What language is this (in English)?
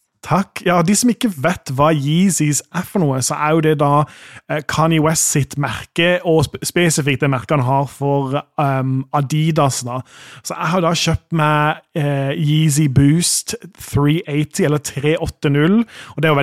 Norwegian